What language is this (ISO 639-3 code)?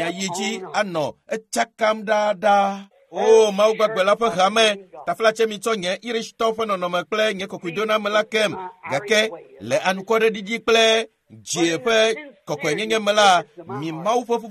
ewe